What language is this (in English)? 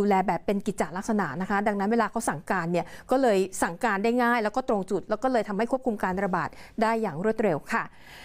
Thai